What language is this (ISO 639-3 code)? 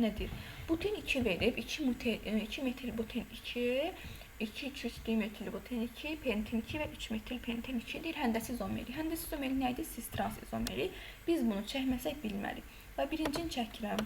aze